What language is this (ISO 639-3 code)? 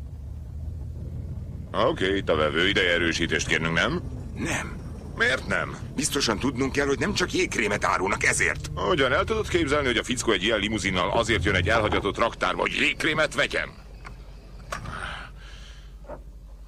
hun